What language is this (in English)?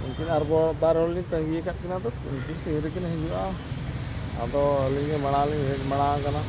Santali